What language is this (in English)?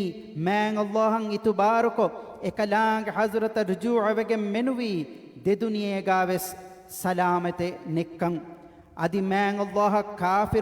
Divehi